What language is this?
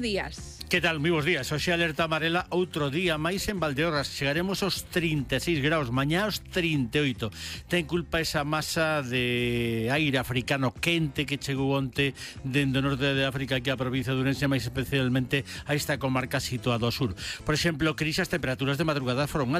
Galician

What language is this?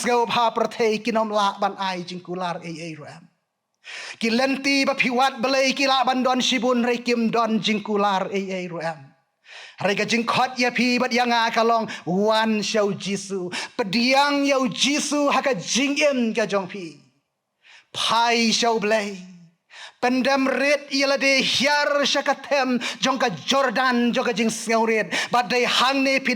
Khasi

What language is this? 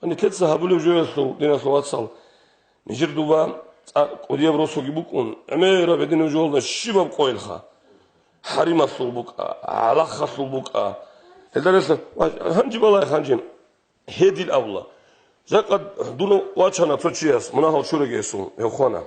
Avaric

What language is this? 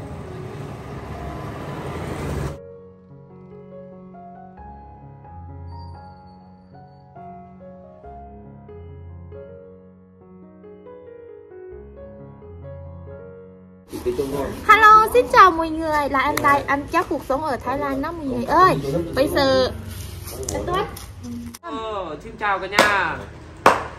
Vietnamese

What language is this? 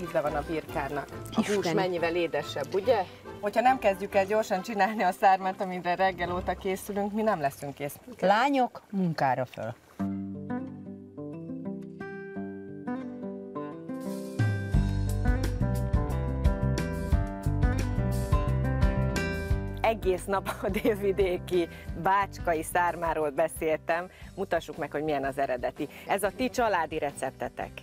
Hungarian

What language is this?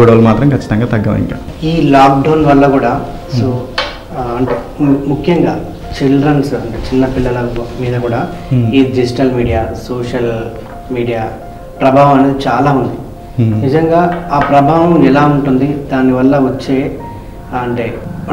Telugu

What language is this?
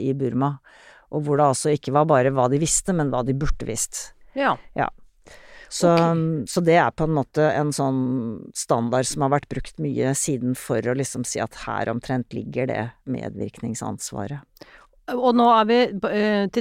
Norwegian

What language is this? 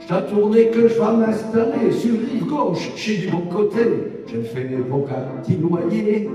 Picard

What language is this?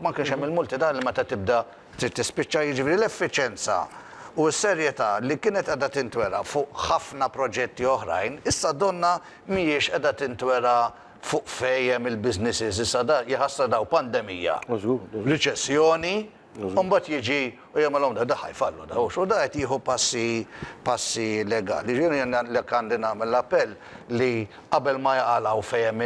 Maltese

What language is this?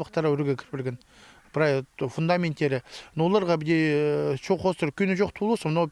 Khakas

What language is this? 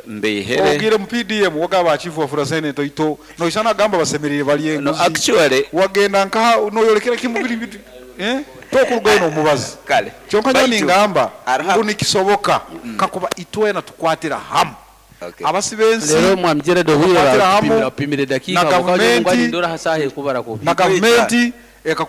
Nyoro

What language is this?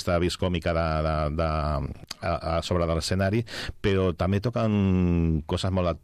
Catalan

